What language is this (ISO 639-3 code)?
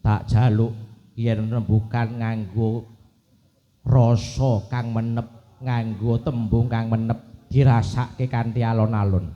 jav